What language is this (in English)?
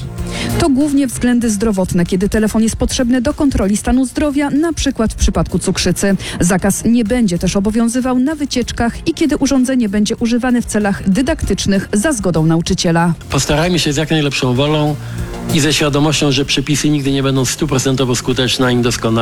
Polish